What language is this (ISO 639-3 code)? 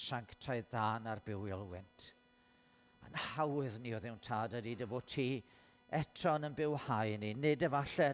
cym